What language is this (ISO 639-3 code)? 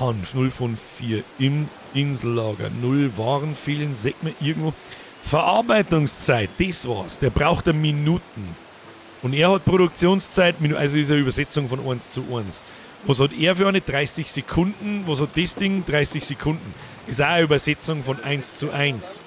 bar